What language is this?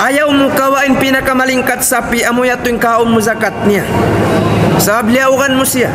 Tausug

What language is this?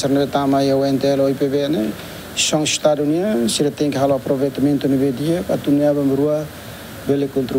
Tetum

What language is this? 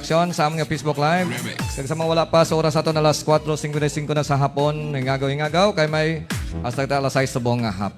Hiligaynon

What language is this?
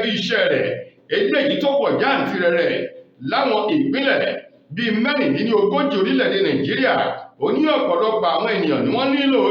Yoruba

